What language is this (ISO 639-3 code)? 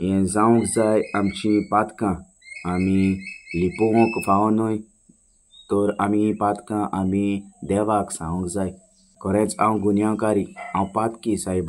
kok